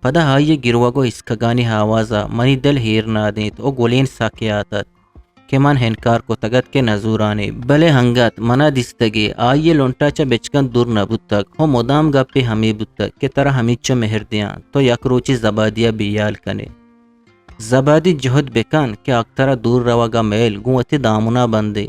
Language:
Eastern Balochi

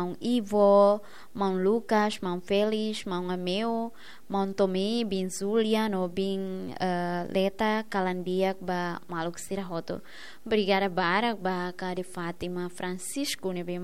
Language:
Tetum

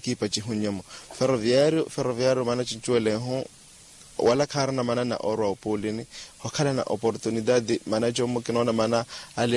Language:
Makhuwa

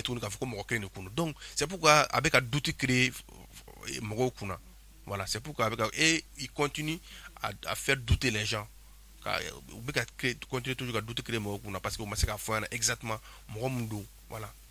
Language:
Bambara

